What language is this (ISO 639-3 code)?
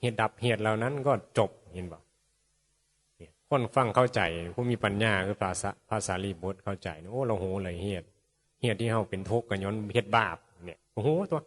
tts